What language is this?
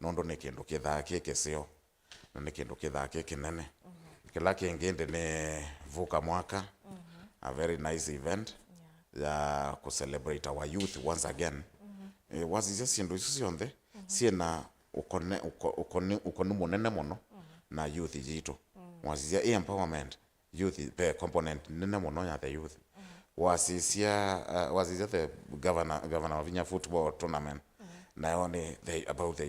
Kamba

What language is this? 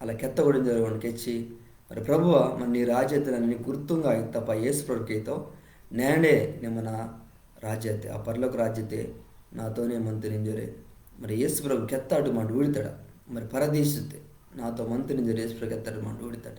Koya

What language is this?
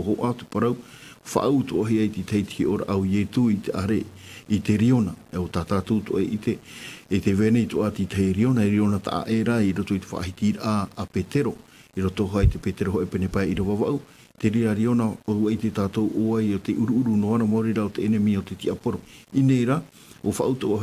Tahitian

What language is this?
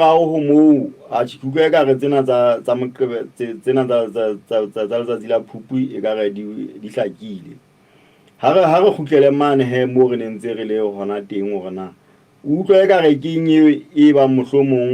Southern Sotho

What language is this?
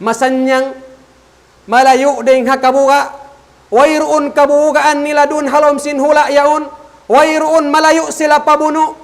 Tausug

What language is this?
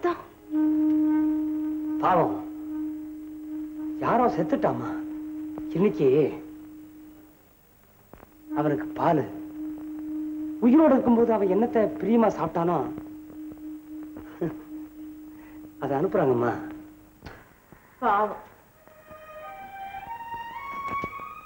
Tamil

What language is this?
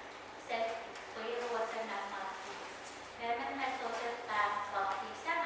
Pohnpeian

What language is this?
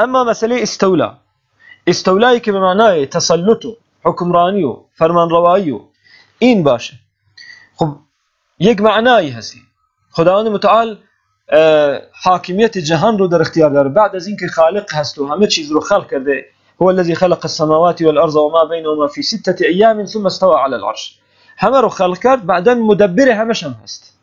Persian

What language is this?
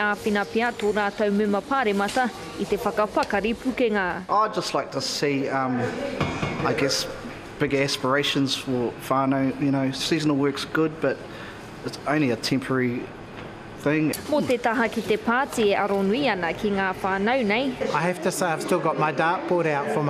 Māori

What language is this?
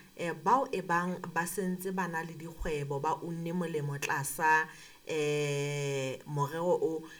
Southern Sotho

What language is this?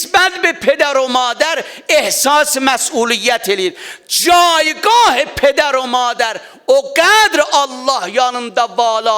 South Azerbaijani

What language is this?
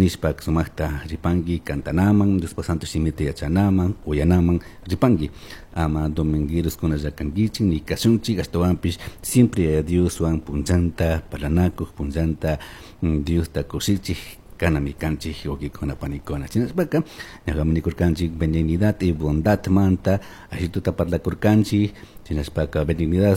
Chimborazo Highland Quichua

